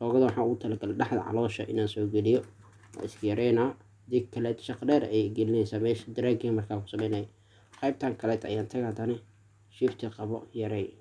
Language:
Somali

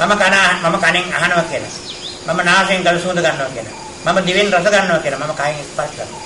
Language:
Sinhala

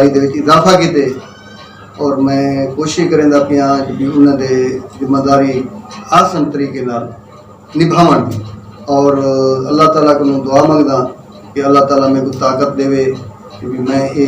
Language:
Saraiki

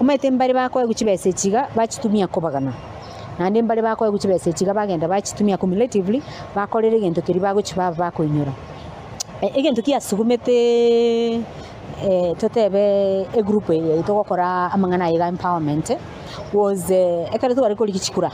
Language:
Gusii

